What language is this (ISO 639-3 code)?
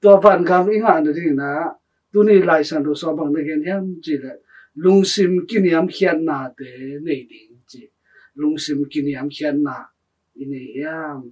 ctd